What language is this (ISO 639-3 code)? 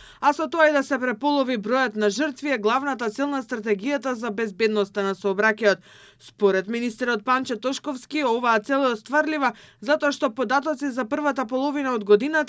mkd